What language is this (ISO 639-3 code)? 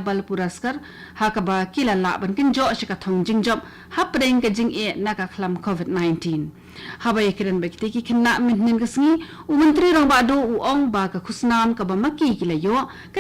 kha